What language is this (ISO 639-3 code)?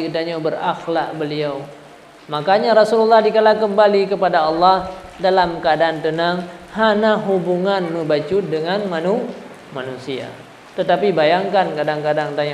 ace